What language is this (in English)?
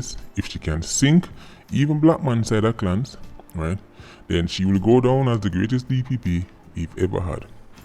Jamaican Creole English